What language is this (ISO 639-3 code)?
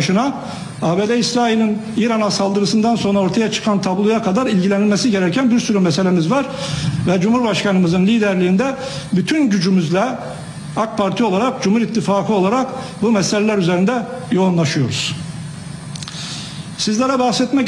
tur